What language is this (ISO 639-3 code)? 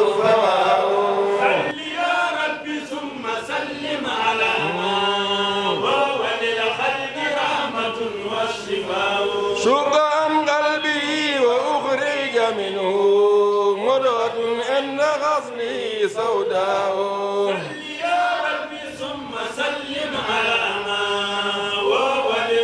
ful